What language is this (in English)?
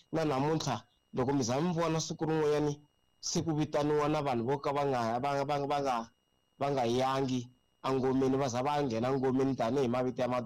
Tsonga